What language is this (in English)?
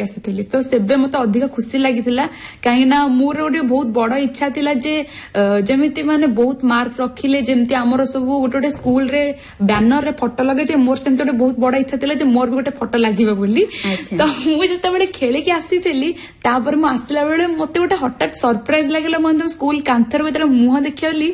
Odia